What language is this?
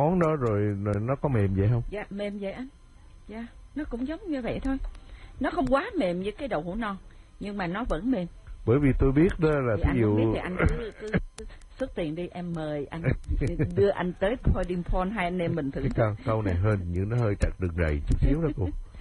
Vietnamese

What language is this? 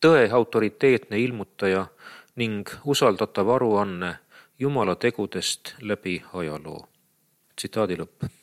Estonian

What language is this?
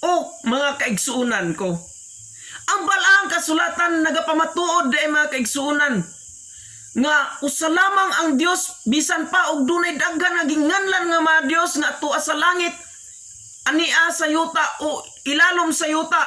Cebuano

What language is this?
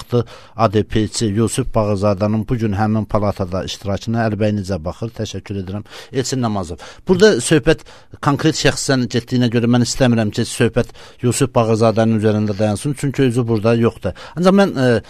Azerbaijani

